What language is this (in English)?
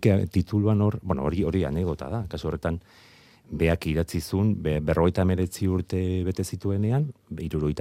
Basque